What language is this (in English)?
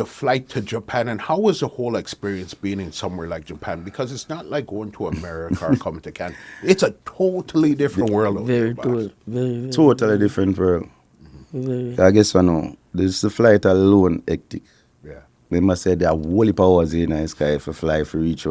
Jamaican Creole English